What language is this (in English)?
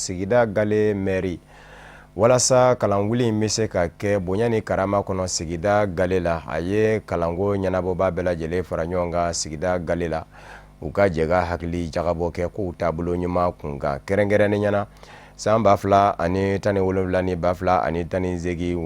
Bambara